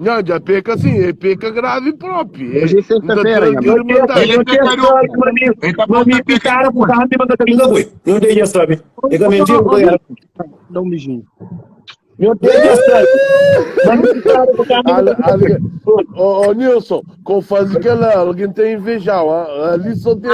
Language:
Kabuverdianu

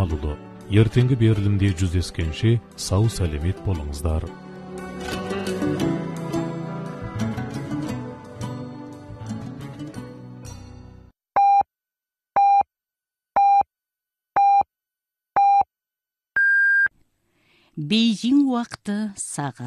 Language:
Kazakh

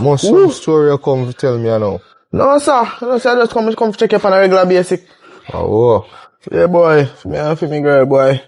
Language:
Jamaican Creole English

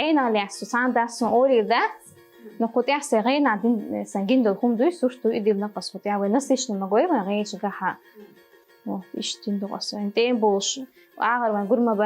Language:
Chechen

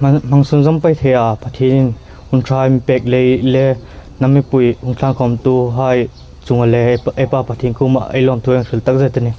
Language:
Hmar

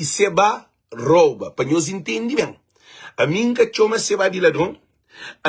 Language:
Kabuverdianu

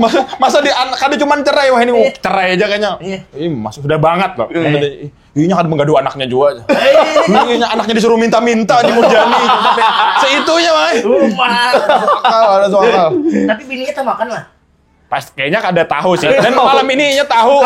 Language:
Banjar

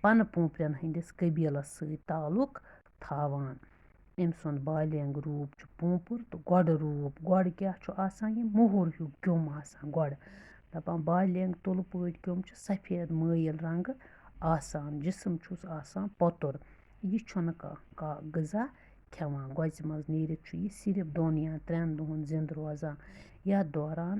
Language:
Kashmiri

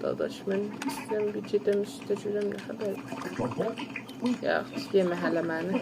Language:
South Azerbaijani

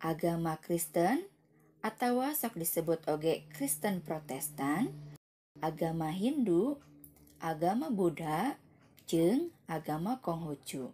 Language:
Sundanese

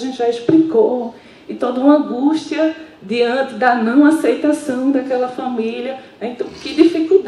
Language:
Portuguese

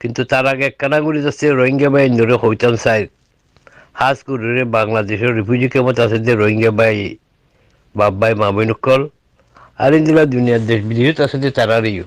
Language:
Rohingya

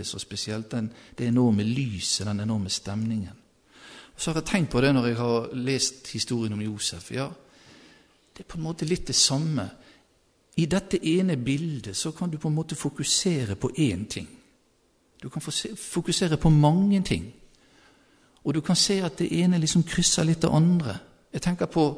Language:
Norwegian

